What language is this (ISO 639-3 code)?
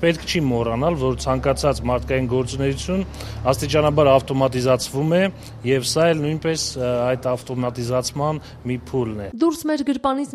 hye